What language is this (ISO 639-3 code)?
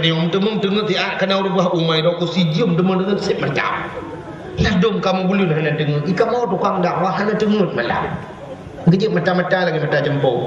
ace